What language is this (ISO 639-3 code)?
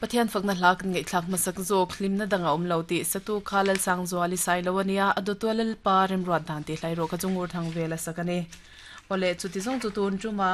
lus